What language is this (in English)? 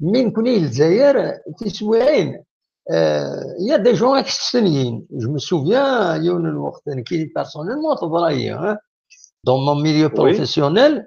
Kabyle